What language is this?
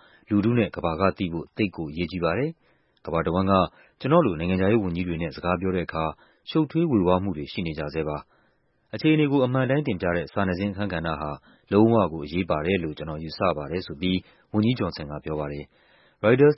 Burmese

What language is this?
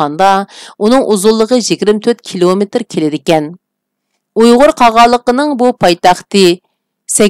Uyghur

